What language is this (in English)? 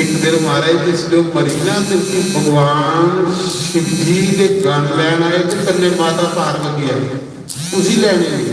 Dogri